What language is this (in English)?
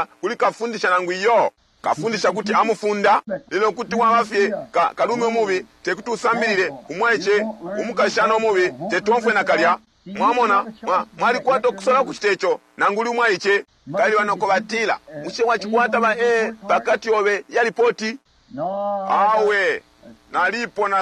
Bemba